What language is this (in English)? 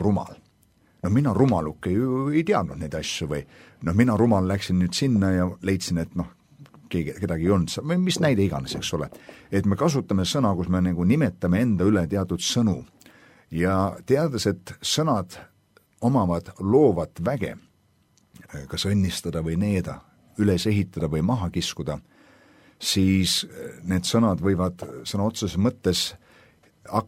Estonian